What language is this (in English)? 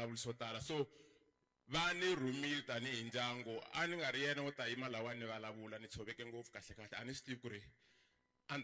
Tsonga